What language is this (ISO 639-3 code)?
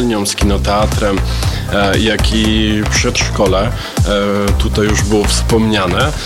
pol